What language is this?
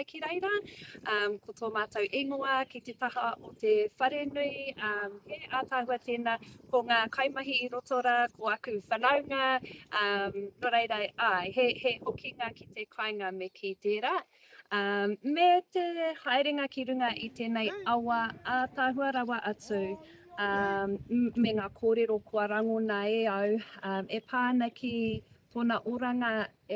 Māori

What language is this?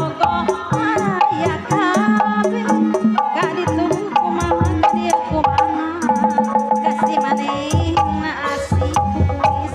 Sundanese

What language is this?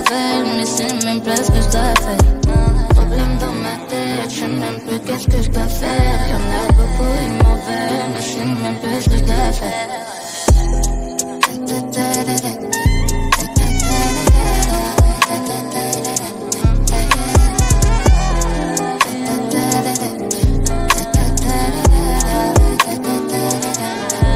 French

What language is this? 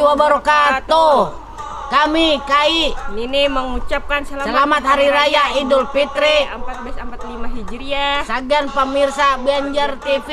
Banjar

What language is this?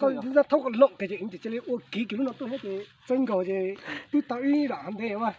Hmong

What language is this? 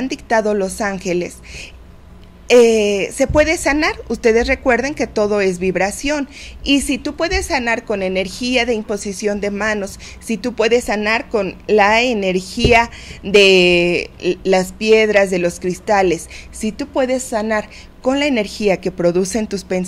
Spanish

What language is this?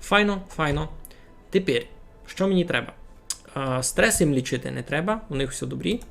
Rusyn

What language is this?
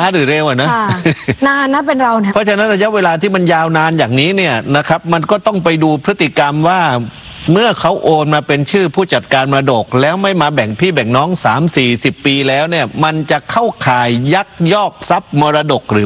Thai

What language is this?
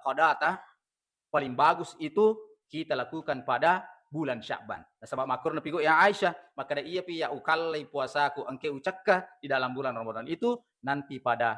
Buginese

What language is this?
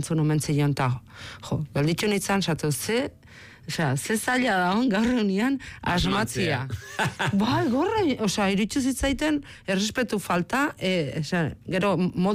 Basque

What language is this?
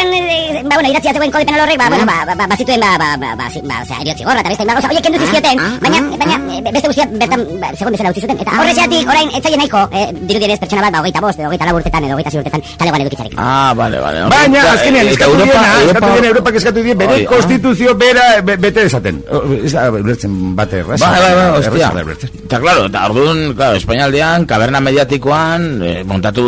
Basque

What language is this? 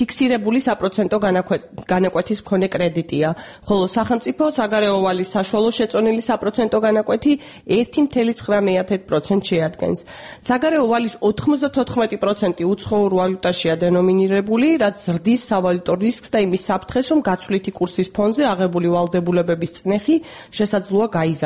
Georgian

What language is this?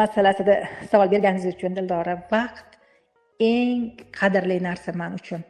Uzbek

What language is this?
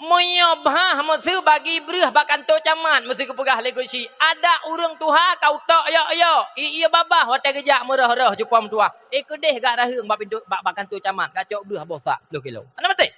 Achinese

